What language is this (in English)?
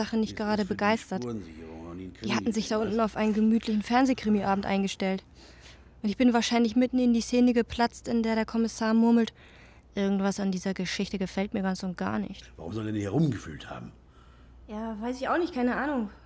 German